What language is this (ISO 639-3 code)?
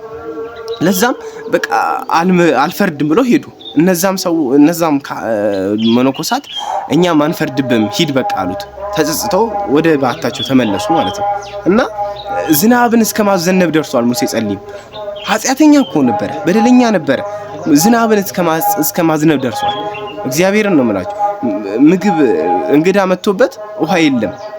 amh